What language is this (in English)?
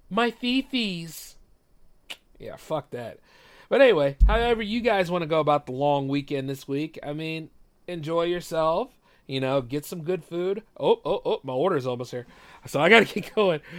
English